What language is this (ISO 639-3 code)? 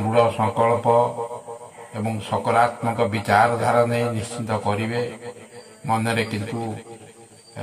ori